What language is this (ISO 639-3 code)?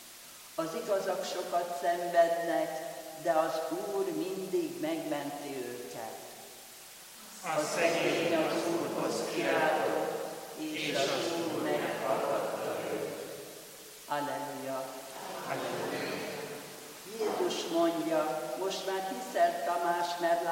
hun